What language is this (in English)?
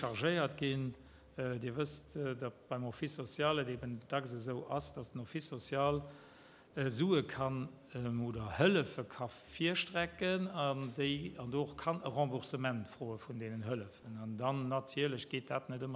Luxembourgish